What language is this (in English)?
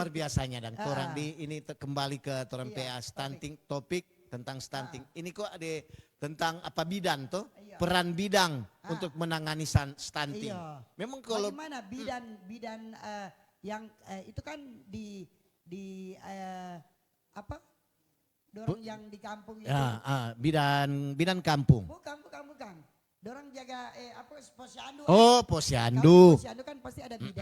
Manado Malay